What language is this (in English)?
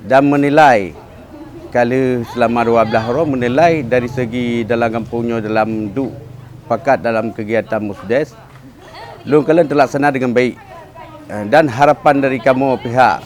Achinese